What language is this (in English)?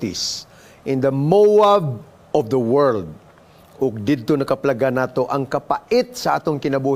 Cebuano